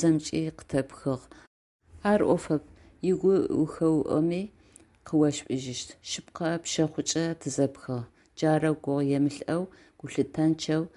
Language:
Adyghe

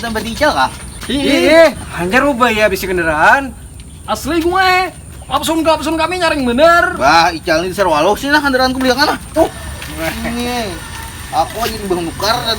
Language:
Banjar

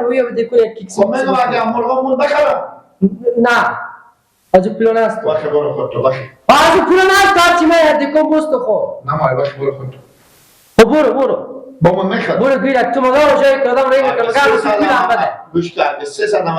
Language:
Persian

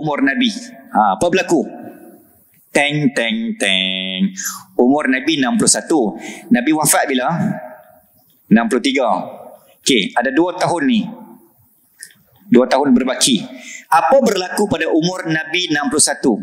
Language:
Malay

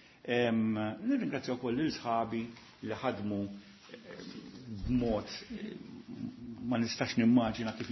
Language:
Maltese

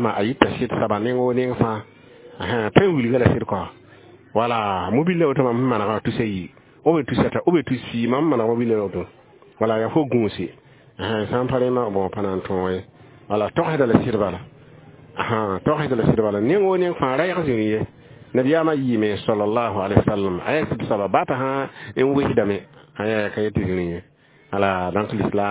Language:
Mossi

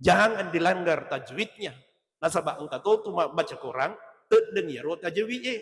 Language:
Buginese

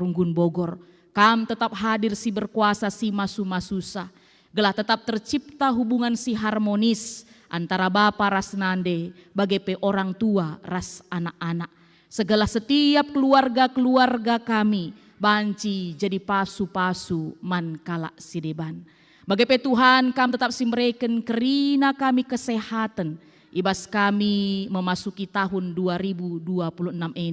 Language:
Batak Karo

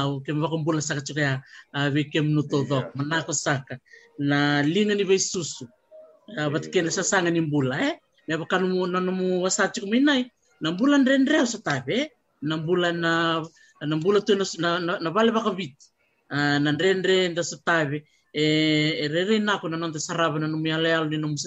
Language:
Fijian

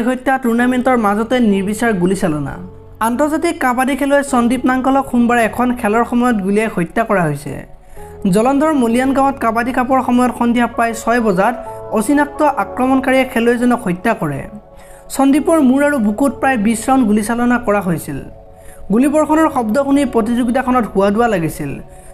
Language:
Assamese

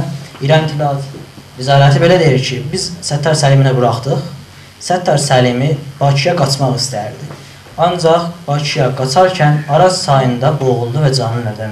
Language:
South Azerbaijani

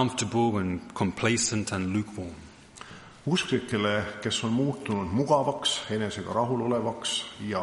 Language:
Estonian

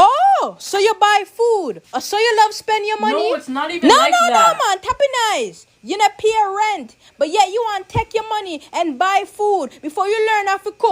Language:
Jamaican Creole English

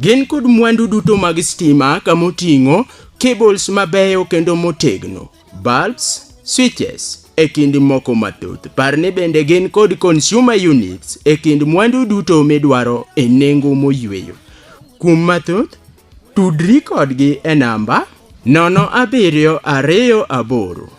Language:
Luo (Kenya and Tanzania)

